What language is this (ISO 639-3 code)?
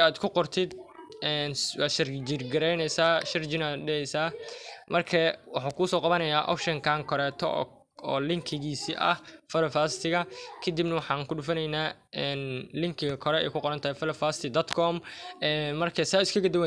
som